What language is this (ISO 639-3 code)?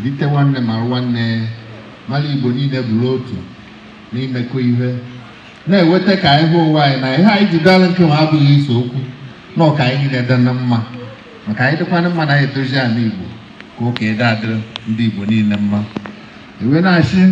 ibo